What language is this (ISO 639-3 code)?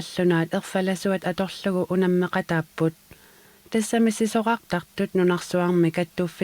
kal